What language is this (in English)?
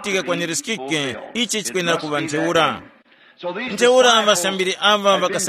Tumbuka